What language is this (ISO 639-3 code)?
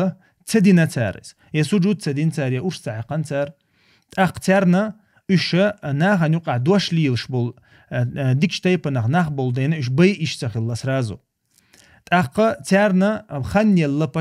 che